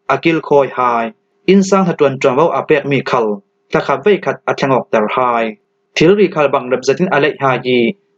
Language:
Falam Chin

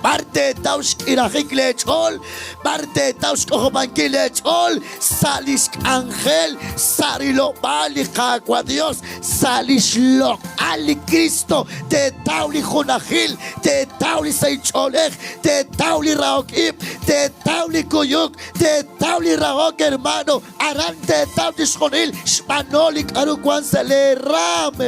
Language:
Kekchí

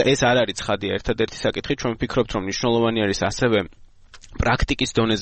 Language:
Georgian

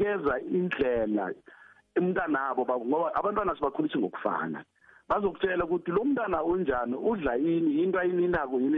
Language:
South Ndebele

